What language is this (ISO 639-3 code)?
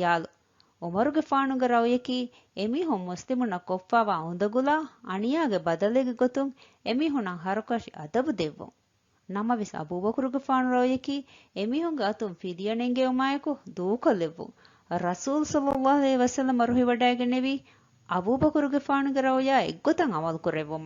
div